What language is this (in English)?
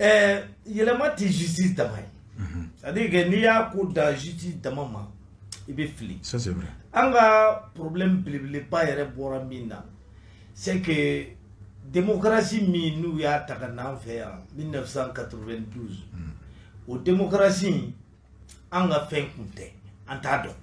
Bambara